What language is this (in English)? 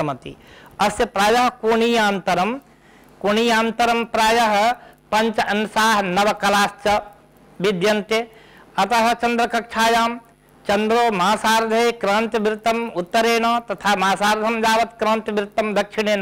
Sanskrit